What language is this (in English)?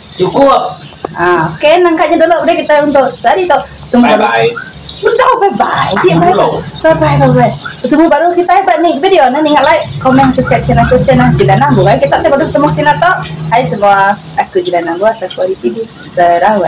Iban